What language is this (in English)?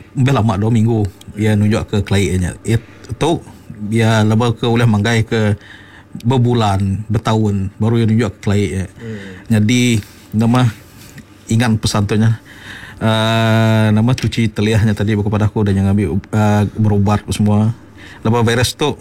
Iban